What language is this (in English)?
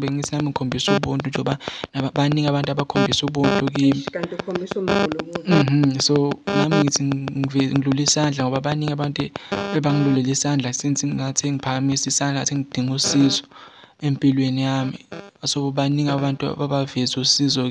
Zulu